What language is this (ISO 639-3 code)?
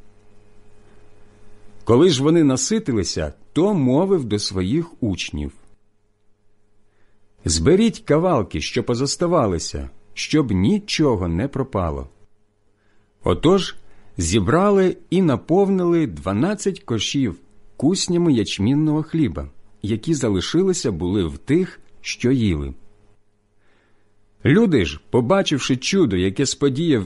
ukr